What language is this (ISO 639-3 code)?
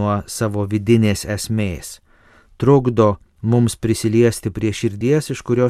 lit